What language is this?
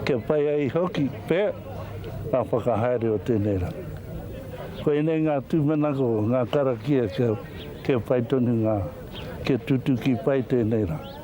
Māori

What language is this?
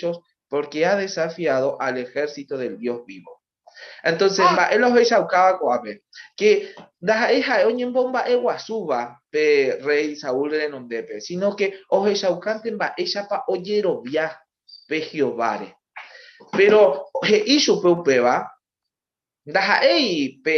Guarani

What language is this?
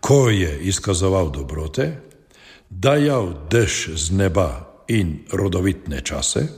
Slovenian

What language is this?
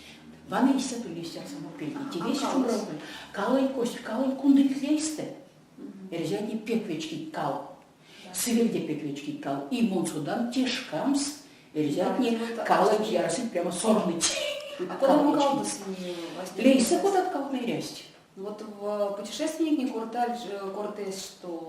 Erzya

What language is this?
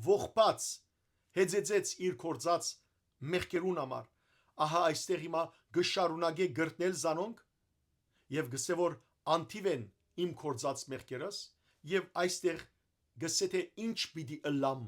Western Armenian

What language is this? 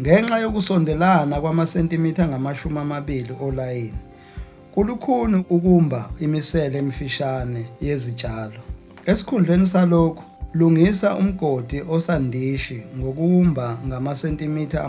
Zulu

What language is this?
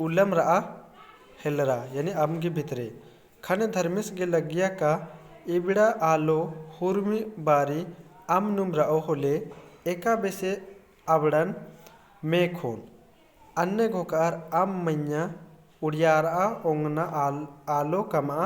Kurukh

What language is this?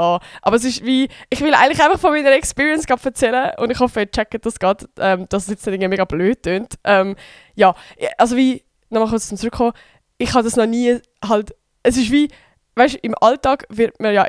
Swiss German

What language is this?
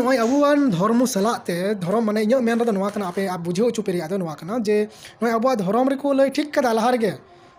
Santali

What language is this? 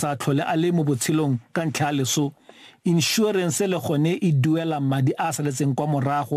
Tswana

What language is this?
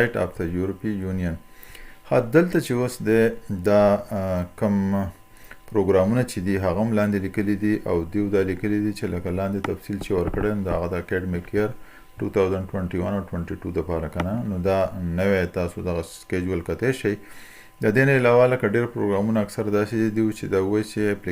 Pashto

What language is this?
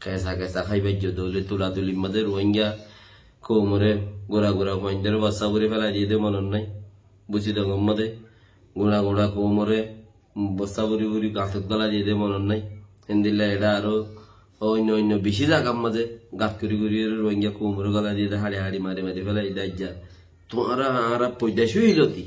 Rohingya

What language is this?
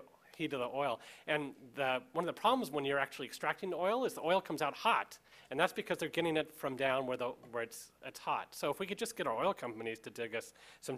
English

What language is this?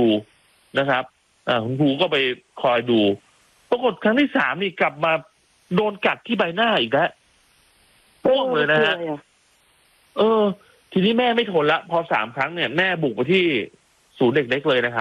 Thai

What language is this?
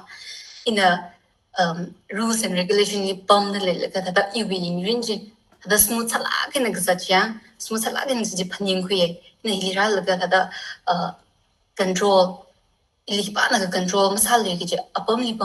Tangkhul Naga (India)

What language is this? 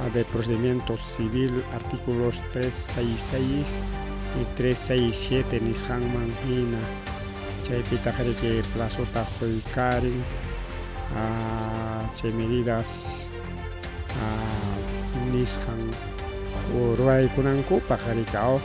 Ayacucho Quechua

